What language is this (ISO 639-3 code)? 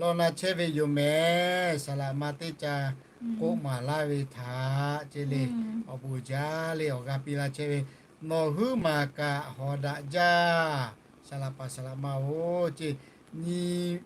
lhu